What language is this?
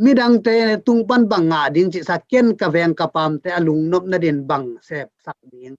Tedim Chin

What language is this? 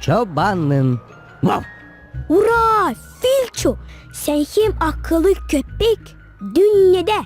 Gagauz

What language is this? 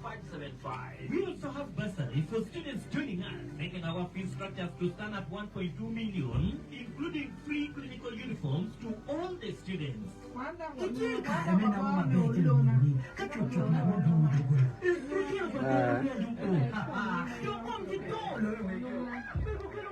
Acoli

